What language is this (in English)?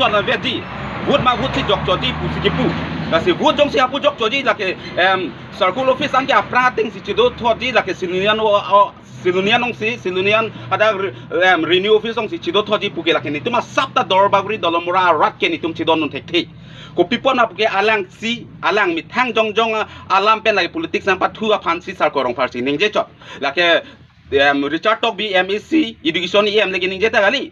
Karbi